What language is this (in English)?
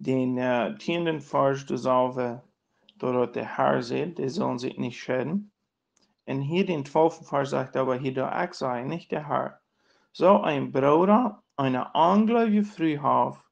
Plautdietsch